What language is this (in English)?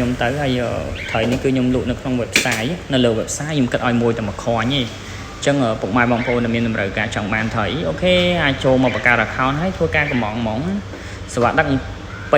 Khmer